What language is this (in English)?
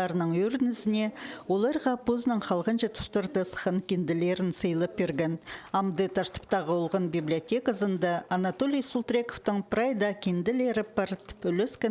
Khakas